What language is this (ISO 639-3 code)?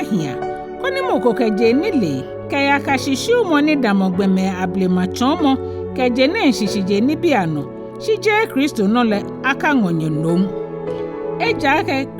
gaa